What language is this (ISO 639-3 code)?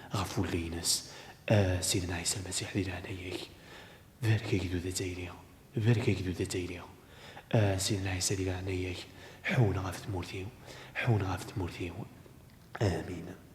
kab